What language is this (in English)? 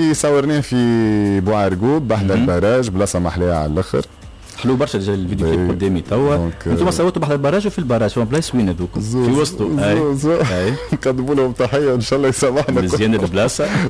Tunisian Arabic